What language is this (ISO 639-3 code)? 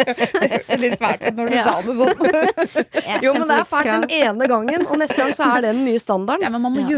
nor